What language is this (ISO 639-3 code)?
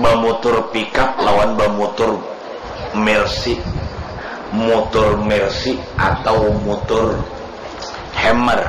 bjn